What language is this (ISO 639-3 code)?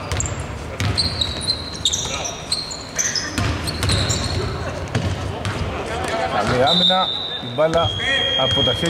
ell